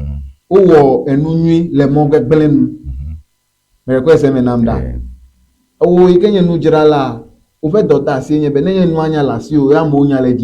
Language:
Ewe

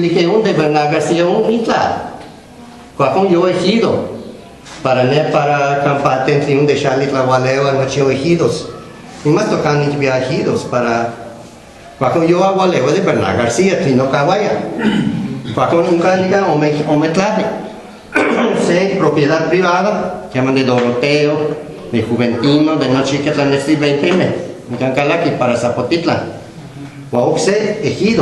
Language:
Guerrero Nahuatl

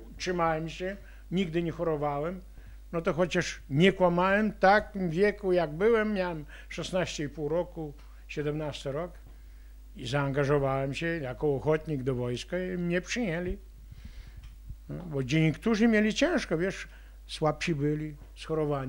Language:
Polish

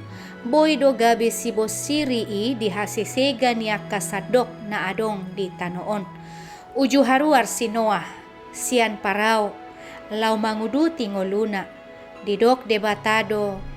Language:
Batak Toba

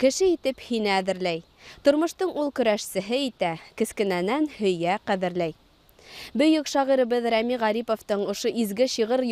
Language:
Bashkir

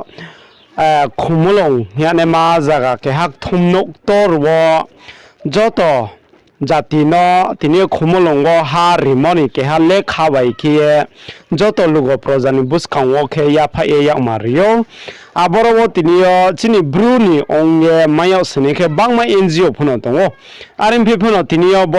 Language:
Riang (India)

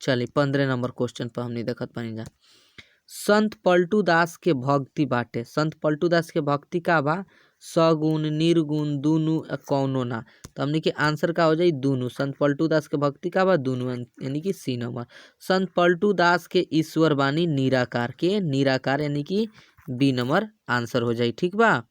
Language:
Bhojpuri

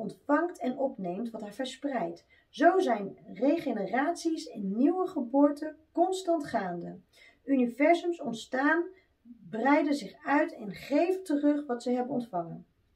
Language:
Dutch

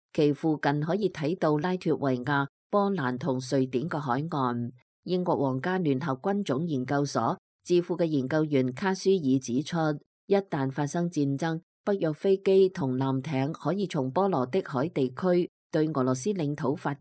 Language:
Cantonese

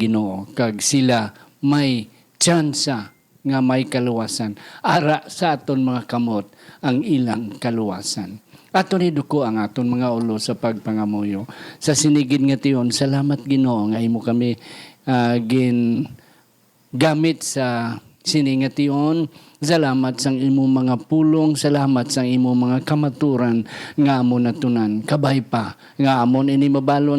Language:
Hiligaynon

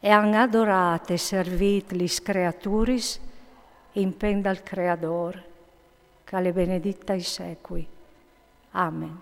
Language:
Friulian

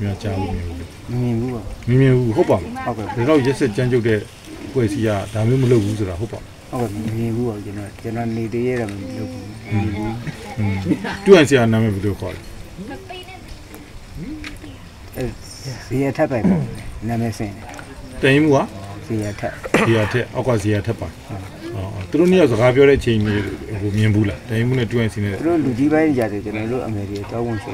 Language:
Burmese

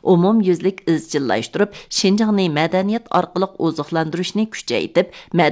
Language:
Uyghur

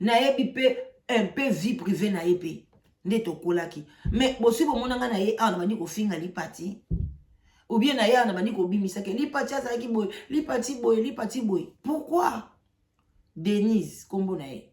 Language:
Lingala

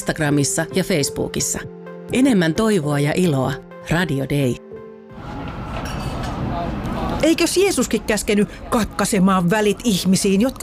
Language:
Finnish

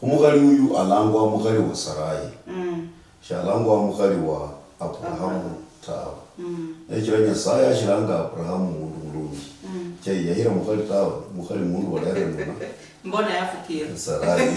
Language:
Luyia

